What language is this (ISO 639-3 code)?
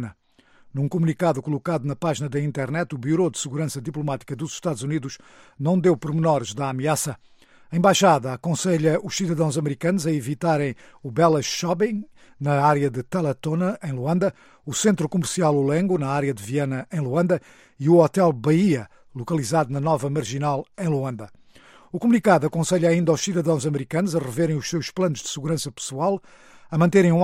por